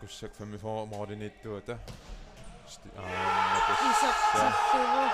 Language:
Kalaallisut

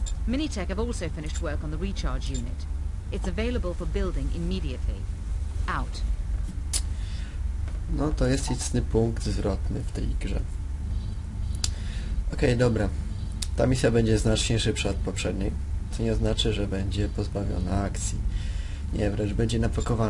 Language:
Polish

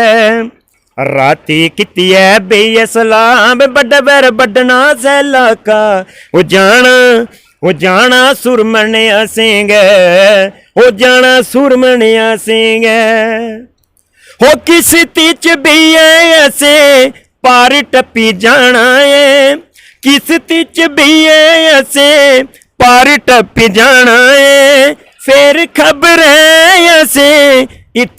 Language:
Dogri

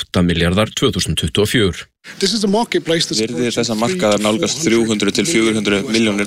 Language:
Icelandic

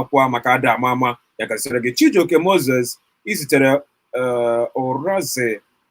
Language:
Igbo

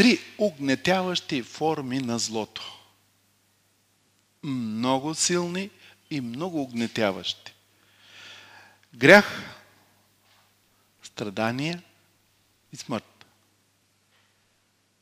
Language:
Bulgarian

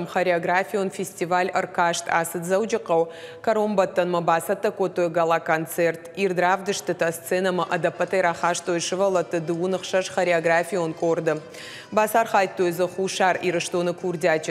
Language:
Ossetic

